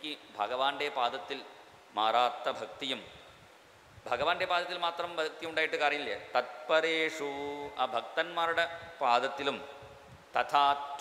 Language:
Malayalam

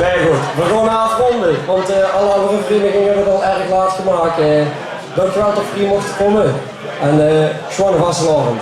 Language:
Limburgish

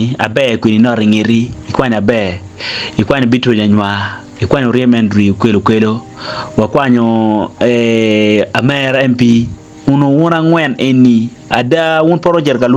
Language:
Acoli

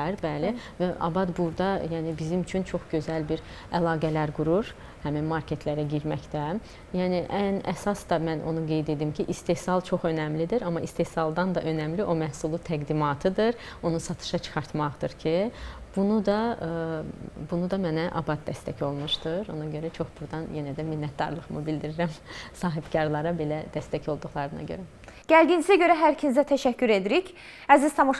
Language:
Azerbaijani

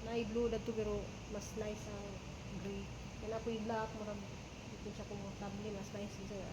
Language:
Cebuano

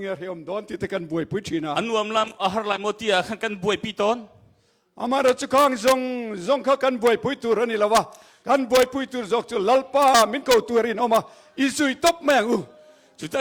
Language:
Hakha Chin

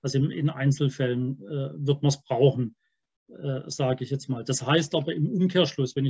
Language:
German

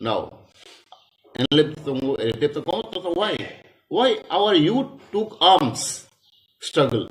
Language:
Kok Borok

